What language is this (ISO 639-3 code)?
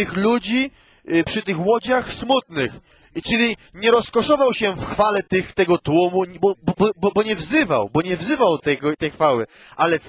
pol